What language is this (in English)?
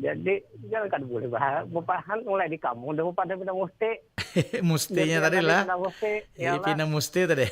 Banjar